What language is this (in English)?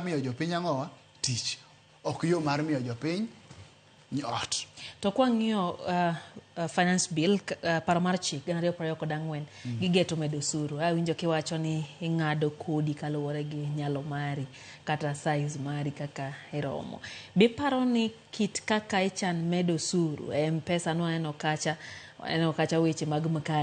Luo (Kenya and Tanzania)